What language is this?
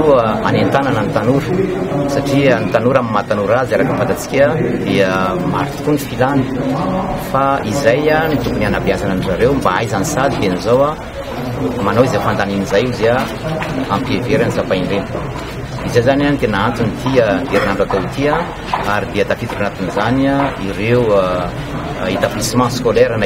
Malagasy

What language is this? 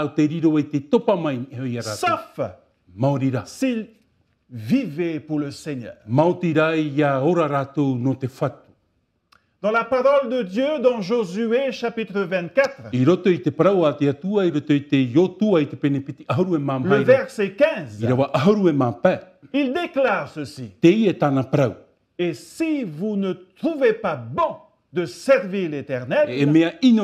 Tahitian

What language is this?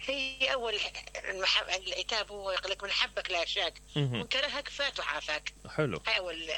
Mesopotamian Arabic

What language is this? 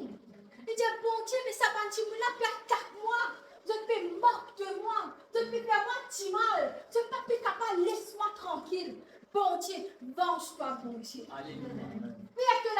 Morisyen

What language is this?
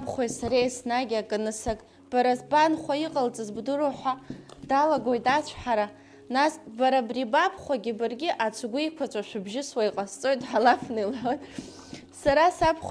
Abkhazian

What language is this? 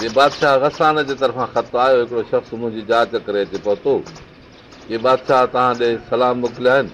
Sindhi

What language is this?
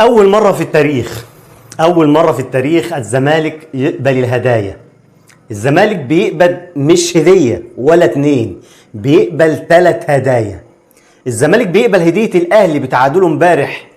Egyptian Arabic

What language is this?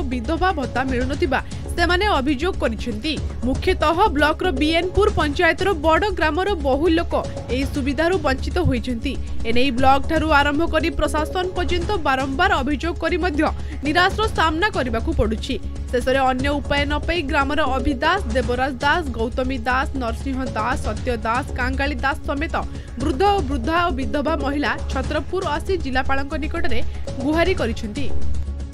Odia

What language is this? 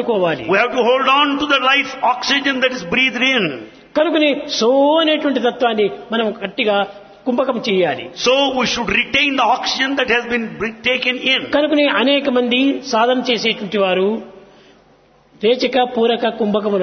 Telugu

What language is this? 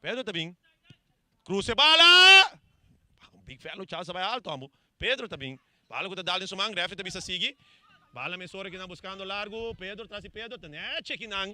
Papiamento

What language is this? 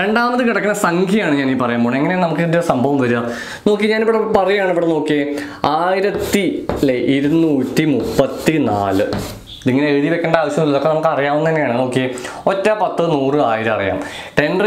Malayalam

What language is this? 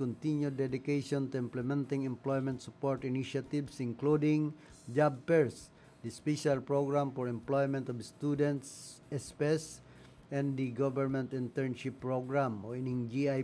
Bikol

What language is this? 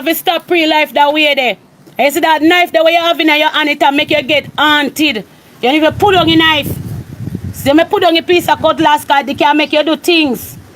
Jamaican Creole English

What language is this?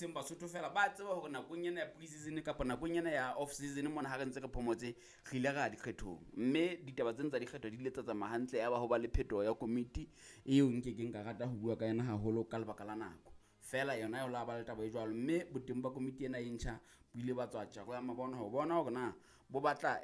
Southern Sotho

